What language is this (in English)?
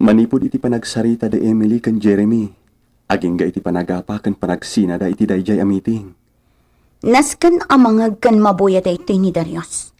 Iloko